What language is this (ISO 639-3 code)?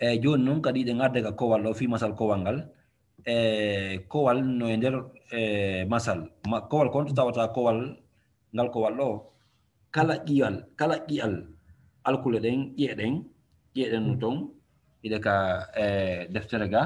ful